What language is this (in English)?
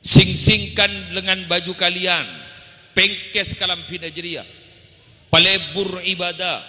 Madurese